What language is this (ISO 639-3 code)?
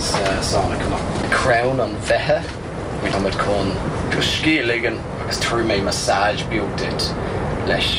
gle